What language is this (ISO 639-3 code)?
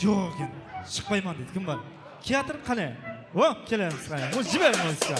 kaa